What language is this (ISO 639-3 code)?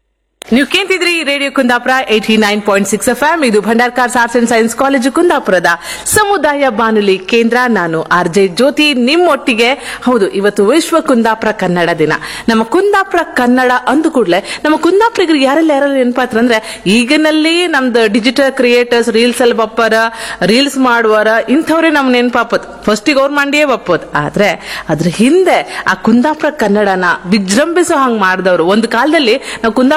kan